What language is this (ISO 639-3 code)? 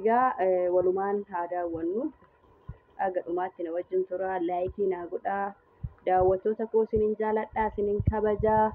orm